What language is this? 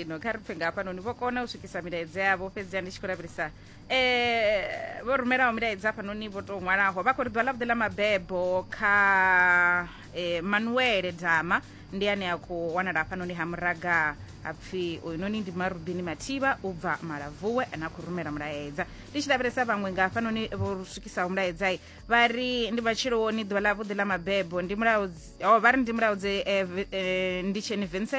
Venda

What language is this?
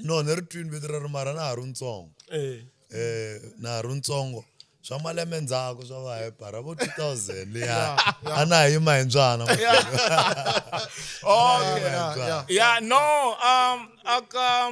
Tsonga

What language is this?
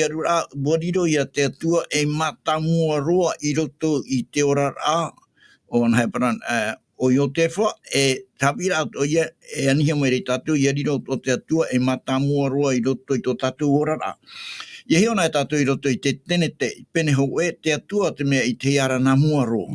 Tahitian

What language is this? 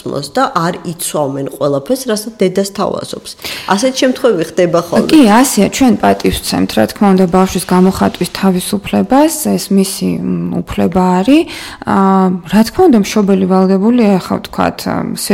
Georgian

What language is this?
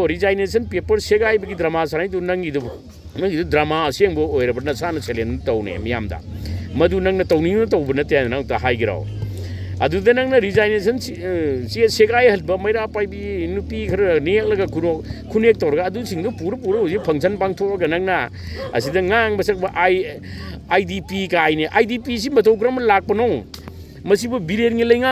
Manipuri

